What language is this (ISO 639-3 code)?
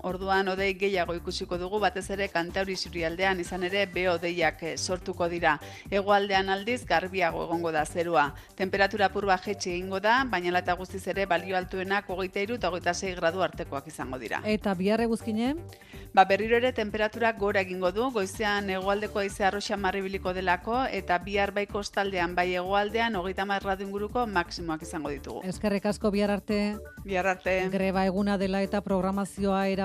eus